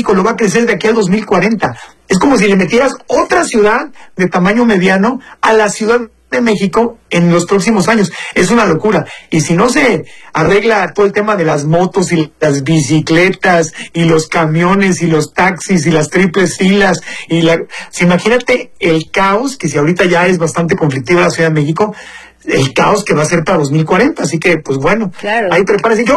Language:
Spanish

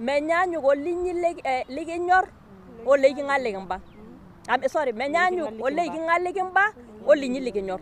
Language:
Masai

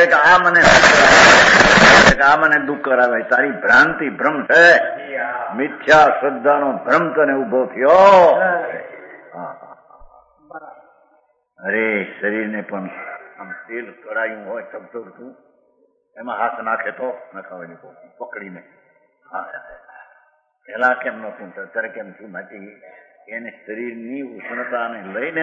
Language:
Gujarati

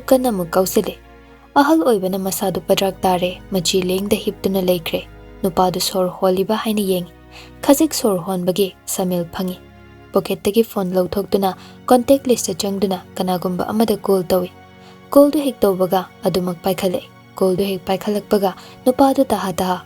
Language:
Manipuri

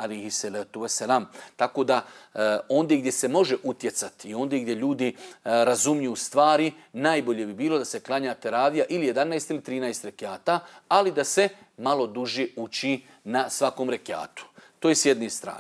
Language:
Bosnian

